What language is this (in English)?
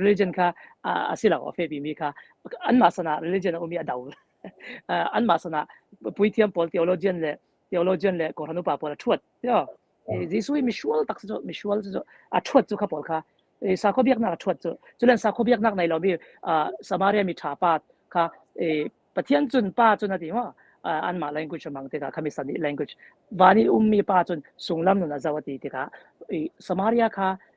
Falam Chin